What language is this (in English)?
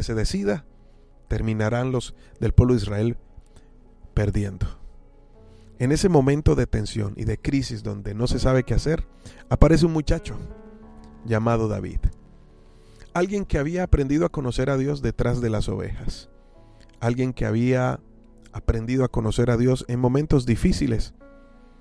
Spanish